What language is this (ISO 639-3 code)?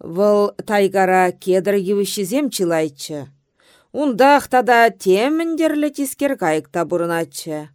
chv